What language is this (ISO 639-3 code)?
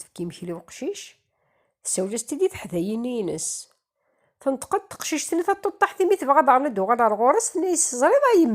kab